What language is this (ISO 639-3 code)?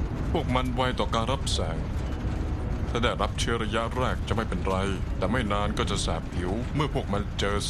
tha